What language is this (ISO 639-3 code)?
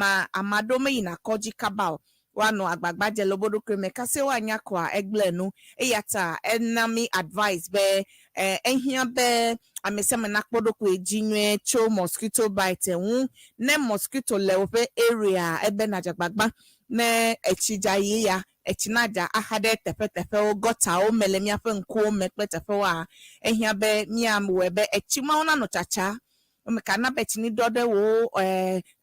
ewe